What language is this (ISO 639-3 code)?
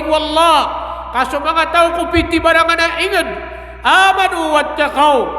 mrw